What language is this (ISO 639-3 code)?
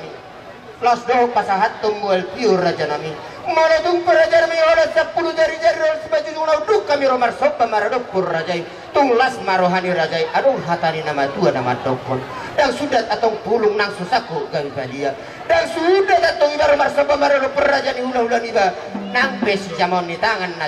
bbc